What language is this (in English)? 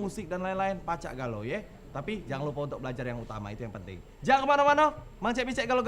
Musi